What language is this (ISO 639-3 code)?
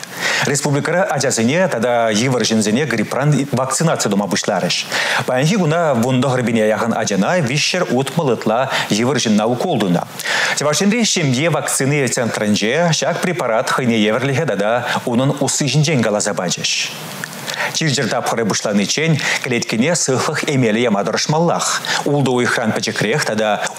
chv